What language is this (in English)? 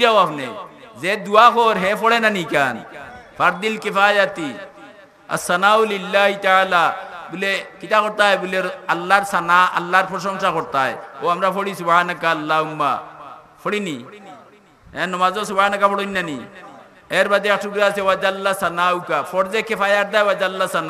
Sylheti